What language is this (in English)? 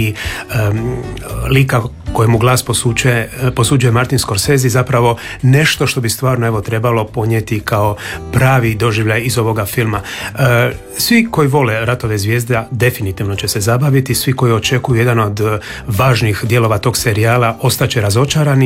Croatian